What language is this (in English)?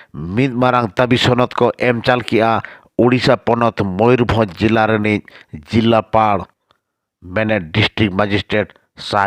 Santali